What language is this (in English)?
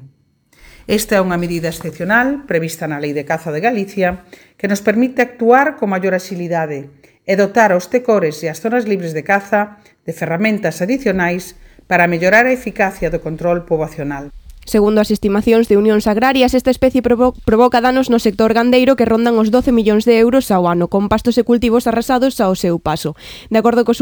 Galician